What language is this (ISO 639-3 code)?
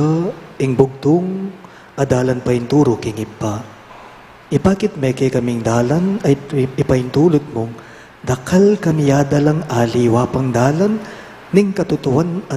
pam